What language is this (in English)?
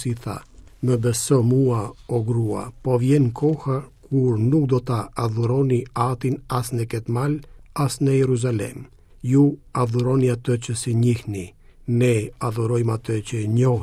Albanian